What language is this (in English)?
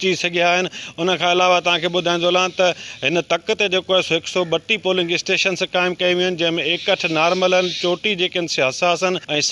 Sindhi